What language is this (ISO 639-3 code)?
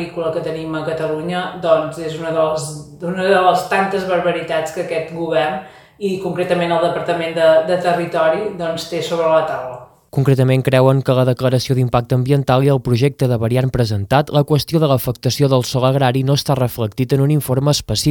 cat